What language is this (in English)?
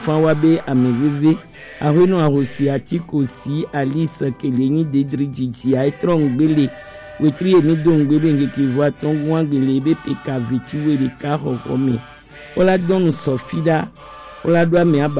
Gen